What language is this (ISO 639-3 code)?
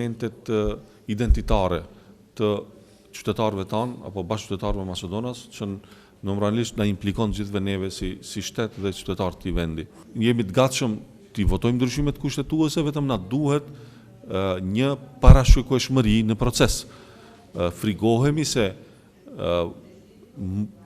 sqi